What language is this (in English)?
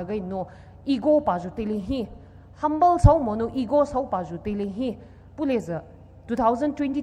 Poumei Naga